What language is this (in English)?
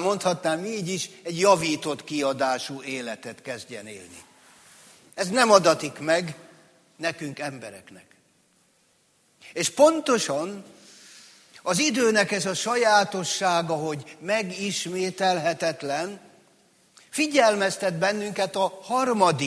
Hungarian